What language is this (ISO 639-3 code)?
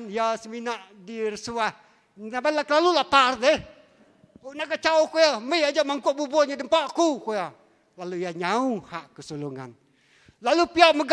iba